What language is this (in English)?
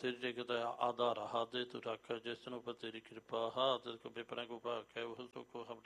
Punjabi